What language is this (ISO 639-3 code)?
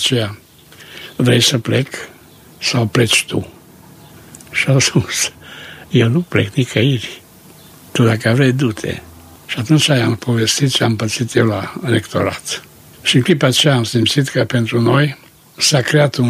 ron